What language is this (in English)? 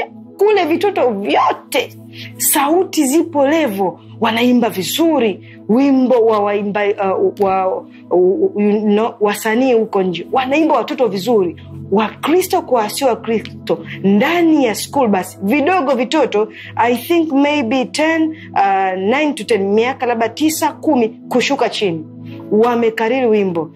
Swahili